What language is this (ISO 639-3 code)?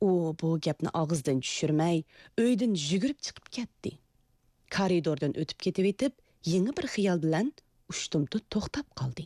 uig